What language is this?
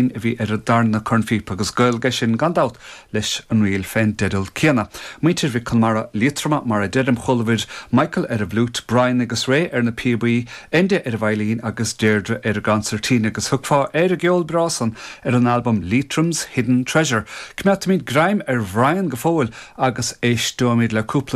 Irish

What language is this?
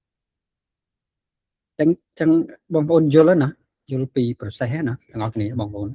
Khmer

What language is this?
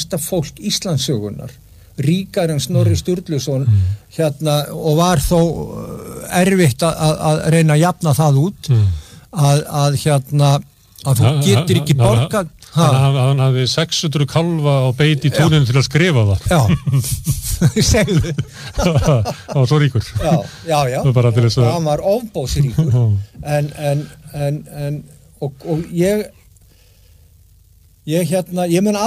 Icelandic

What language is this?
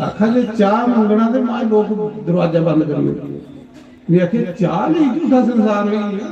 Dogri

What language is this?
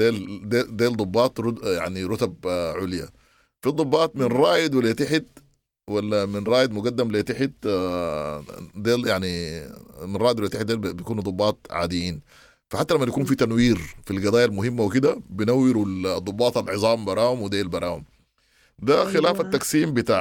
Sudanese Arabic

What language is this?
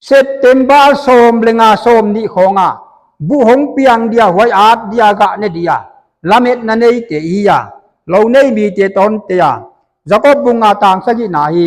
Paite Chin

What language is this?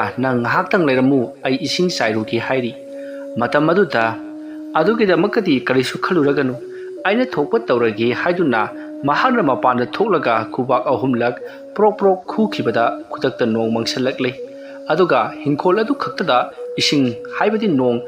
Manipuri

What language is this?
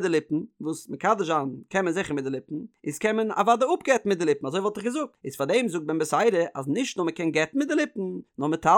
Yiddish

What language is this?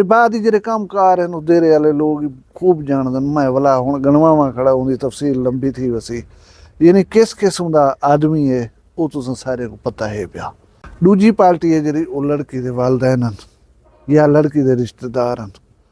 Saraiki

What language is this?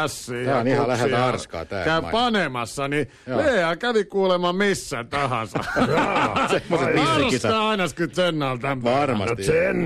Finnish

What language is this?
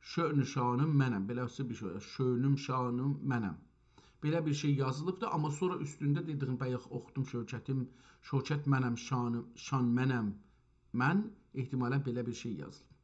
South Azerbaijani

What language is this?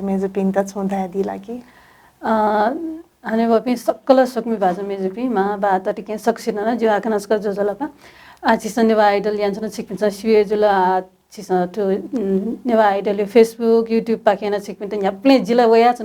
Newari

